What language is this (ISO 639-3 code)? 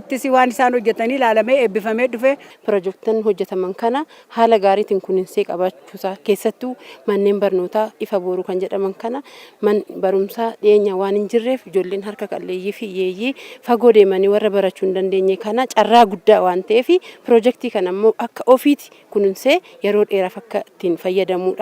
orm